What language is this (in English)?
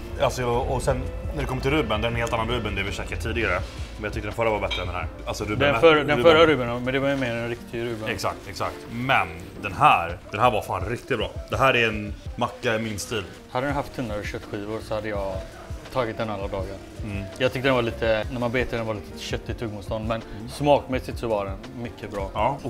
Swedish